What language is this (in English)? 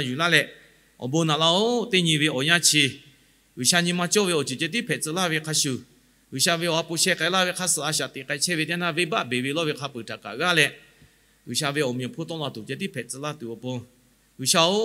Lahu